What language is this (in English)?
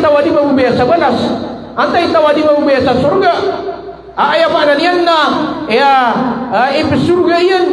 Maranao